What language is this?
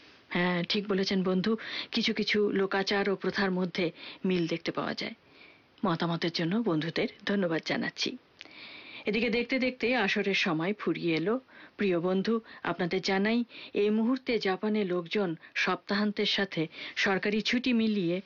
Bangla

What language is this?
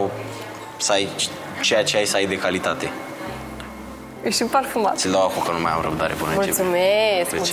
Romanian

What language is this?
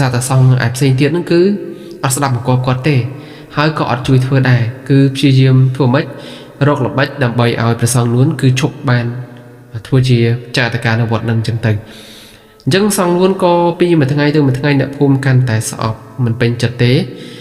Khmer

